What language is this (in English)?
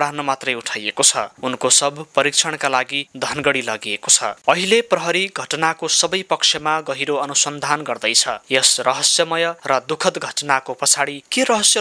Nepali